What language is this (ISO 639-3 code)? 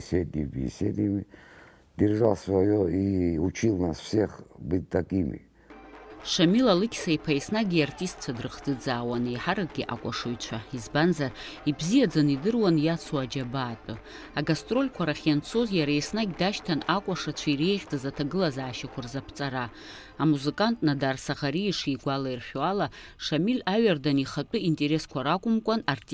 abk